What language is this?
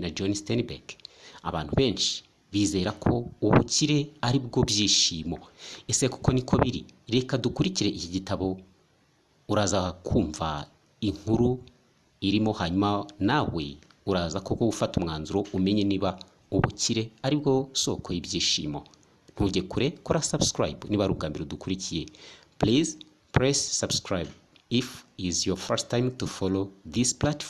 Kinyarwanda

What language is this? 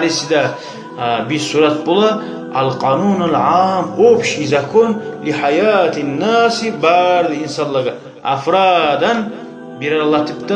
Kumyk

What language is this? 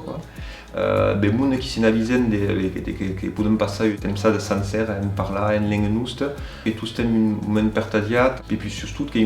Occitan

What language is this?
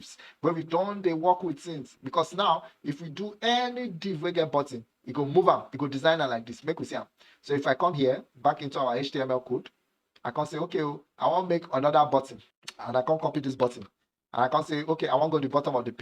Nigerian Pidgin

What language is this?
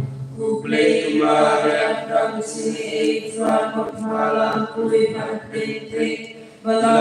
Khasi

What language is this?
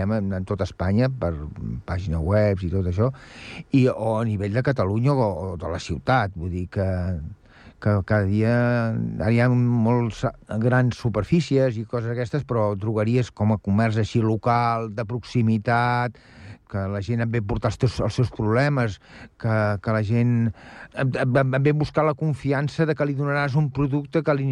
Catalan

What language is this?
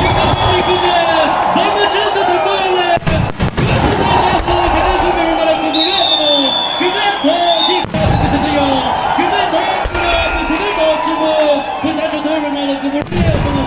Chokri Naga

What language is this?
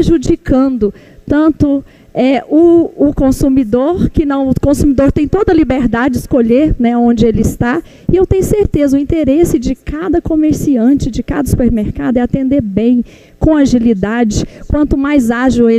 Portuguese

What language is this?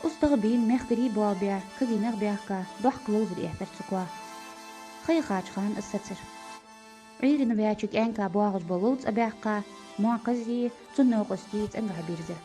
Ingush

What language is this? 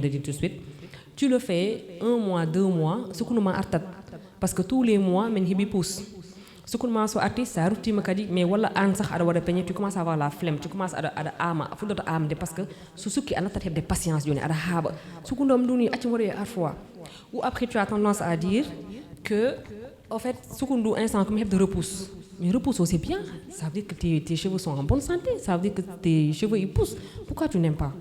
Fula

